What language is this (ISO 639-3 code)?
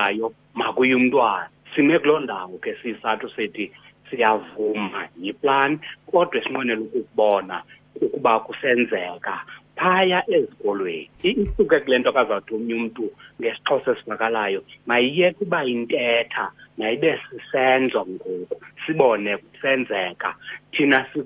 xho